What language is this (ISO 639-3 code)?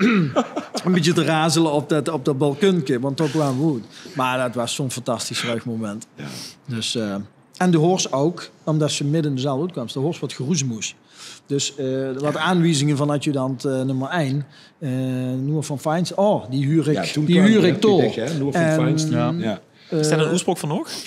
lim